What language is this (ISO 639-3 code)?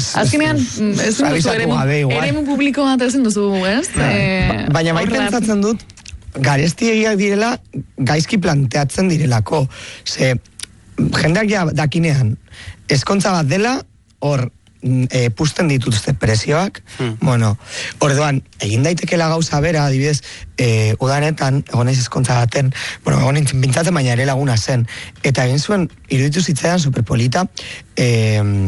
eus